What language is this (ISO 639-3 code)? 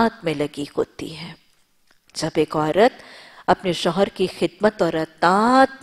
urd